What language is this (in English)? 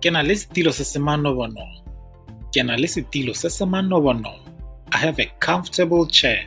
Tswana